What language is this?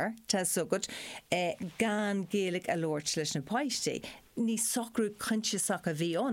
Irish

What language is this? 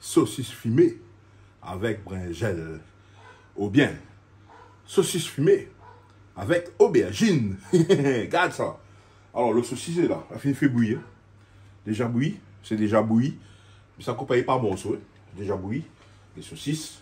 Réunion Creole French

